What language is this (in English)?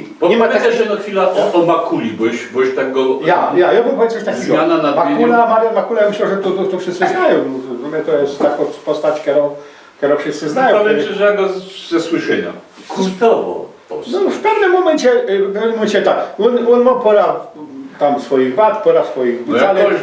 Silesian